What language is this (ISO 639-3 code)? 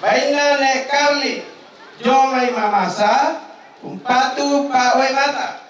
sda